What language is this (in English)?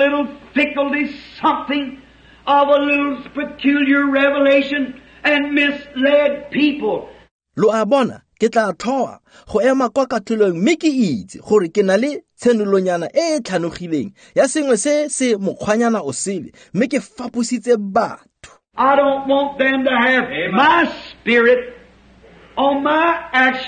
Tswana